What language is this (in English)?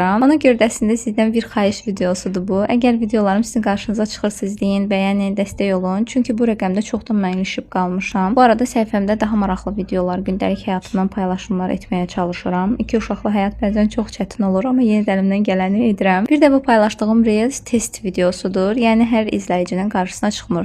Azerbaijani